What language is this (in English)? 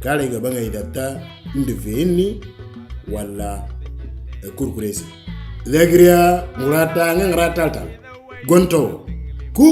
Moro